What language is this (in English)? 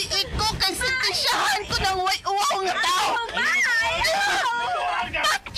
Cebuano